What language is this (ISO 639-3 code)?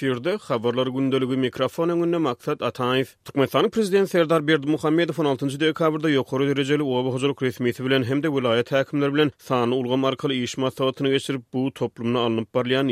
tuk